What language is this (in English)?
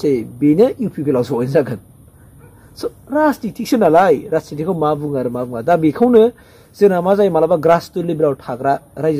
Bodo